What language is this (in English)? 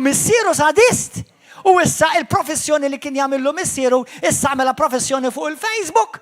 Maltese